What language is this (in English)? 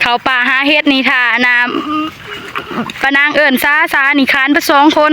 Northeastern Thai